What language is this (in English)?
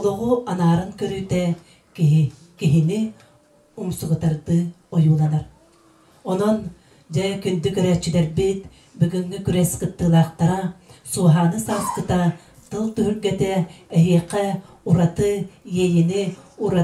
Yakut